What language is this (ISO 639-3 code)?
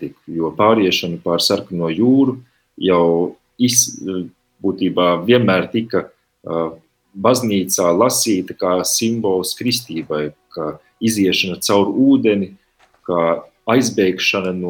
lav